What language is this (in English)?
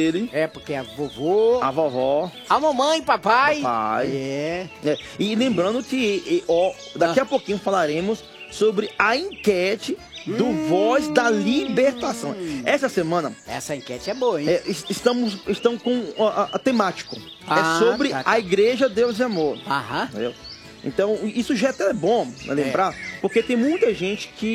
Portuguese